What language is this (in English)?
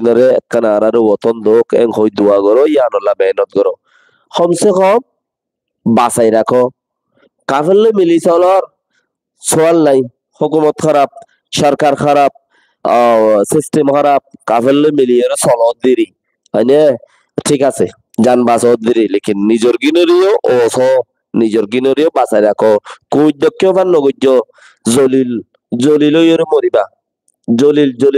Rohingya